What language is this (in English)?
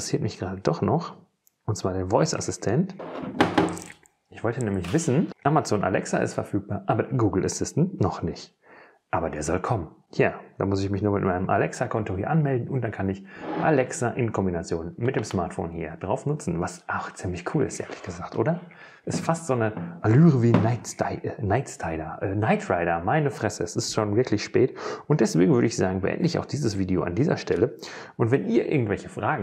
German